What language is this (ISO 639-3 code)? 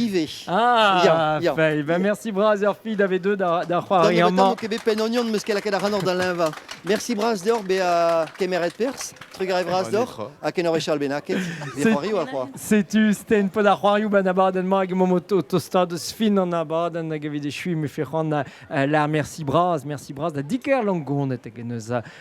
bre